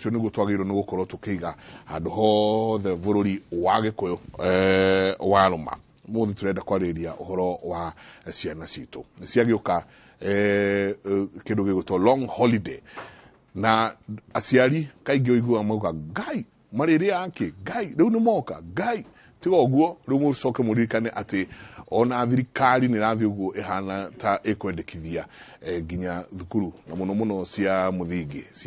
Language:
Kikuyu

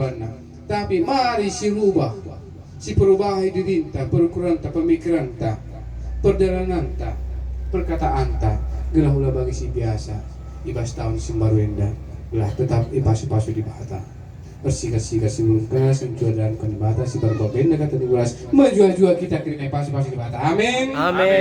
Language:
Batak Karo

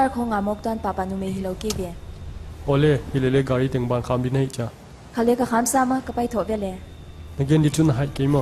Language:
Paite Chin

